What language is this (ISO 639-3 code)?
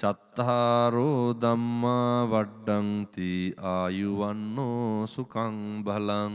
sin